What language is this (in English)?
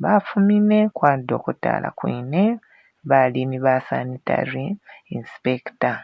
Bemba